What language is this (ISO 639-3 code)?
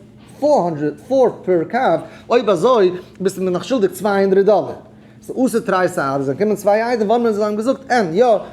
yid